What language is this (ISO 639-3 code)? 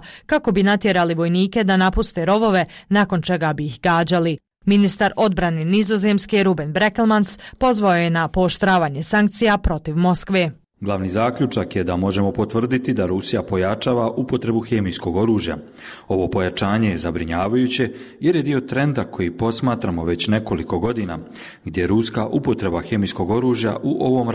bos